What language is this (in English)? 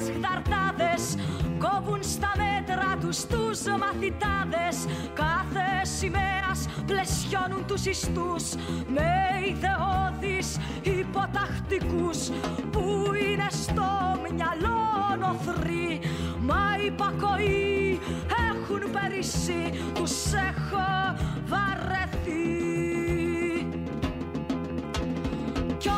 Greek